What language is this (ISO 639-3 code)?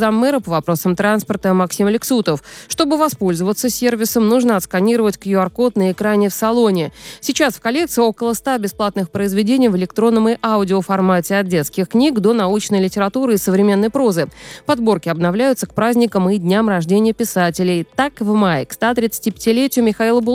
rus